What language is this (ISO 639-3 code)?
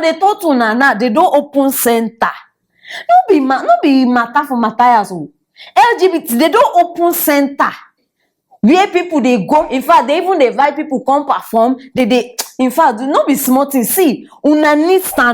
pcm